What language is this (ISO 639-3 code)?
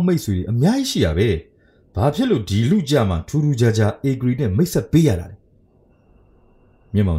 mya